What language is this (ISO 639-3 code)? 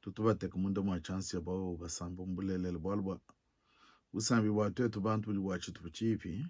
lua